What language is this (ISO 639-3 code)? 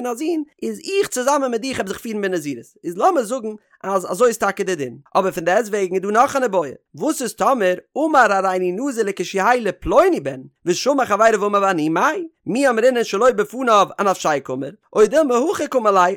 yid